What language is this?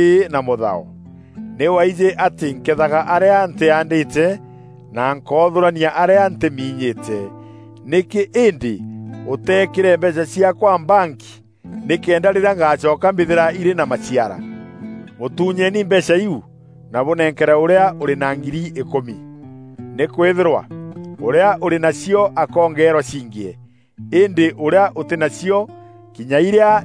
Meru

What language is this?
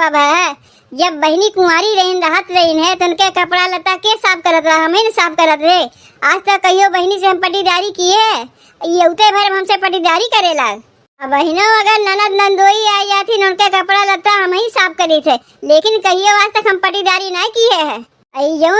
Awadhi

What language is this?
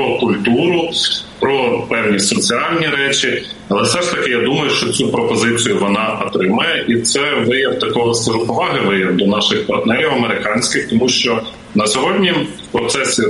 Ukrainian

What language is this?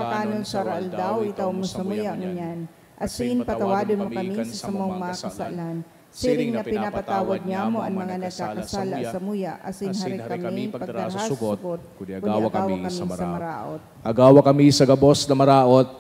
Bikol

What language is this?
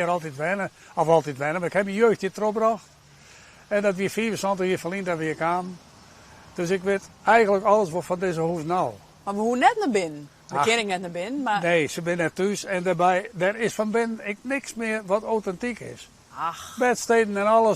Western Frisian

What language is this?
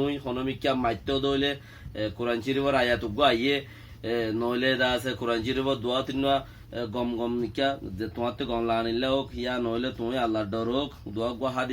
Rohingya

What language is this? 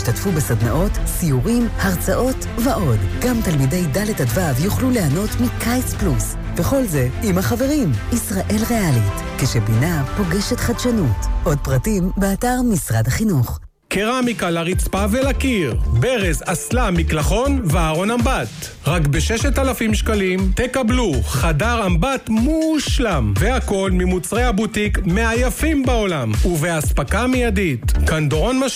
Hebrew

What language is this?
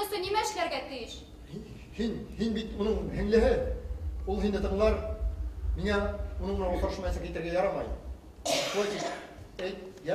Bashkir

